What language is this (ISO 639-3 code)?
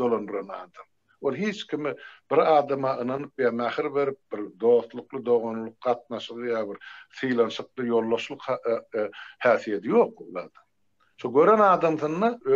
tuk